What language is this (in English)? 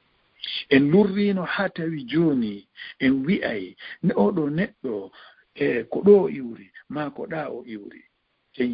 Fula